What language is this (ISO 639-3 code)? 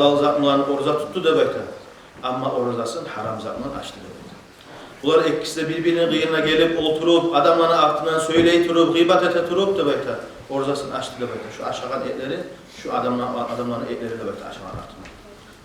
kum